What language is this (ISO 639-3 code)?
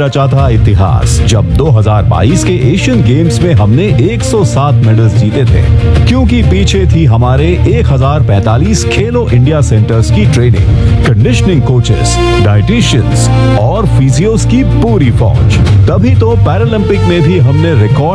hin